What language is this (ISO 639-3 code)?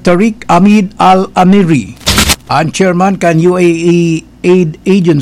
bik